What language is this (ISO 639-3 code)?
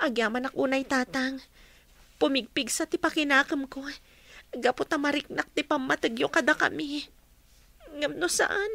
ilo